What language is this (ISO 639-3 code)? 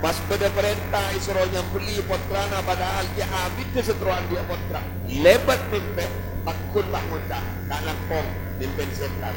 mad